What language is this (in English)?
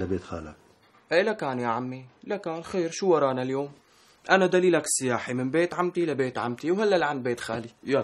North Levantine Arabic